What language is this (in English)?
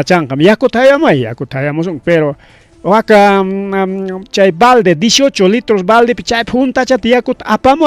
Ayacucho Quechua